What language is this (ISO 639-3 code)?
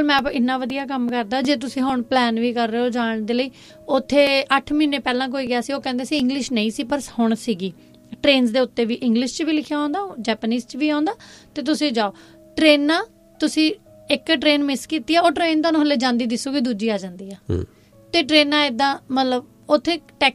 pan